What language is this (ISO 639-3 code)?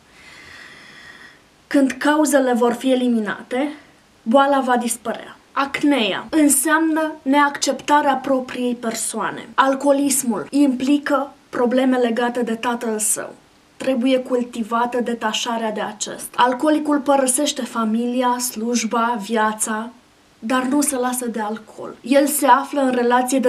ron